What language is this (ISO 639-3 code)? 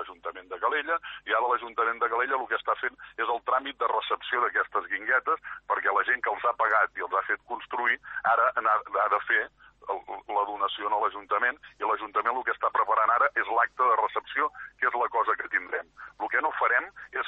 cat